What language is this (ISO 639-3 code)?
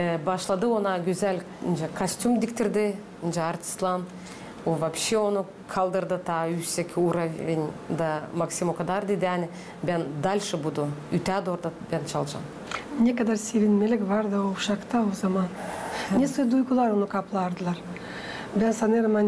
gag